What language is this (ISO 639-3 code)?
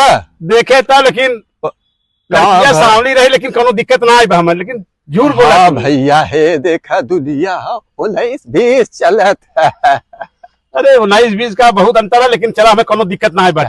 awa